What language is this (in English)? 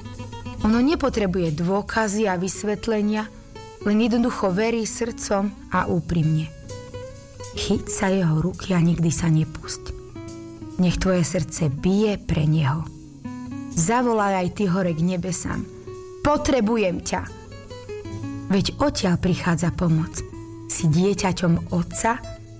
Slovak